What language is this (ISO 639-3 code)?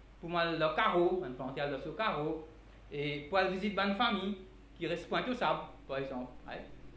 mfe